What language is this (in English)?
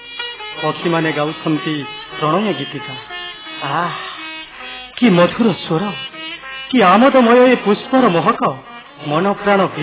Odia